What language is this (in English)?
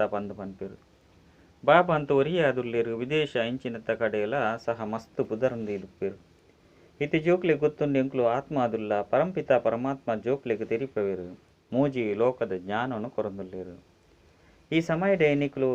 Tulu